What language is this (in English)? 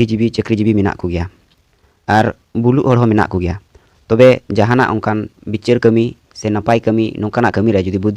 Santali